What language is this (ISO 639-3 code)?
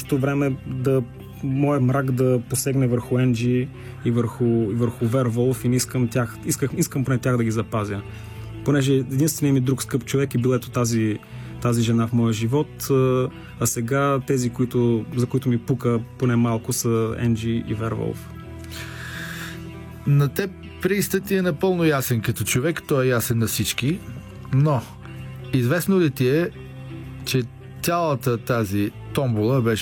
bul